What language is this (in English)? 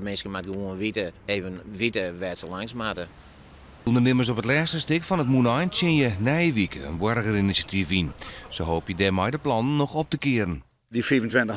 Western Frisian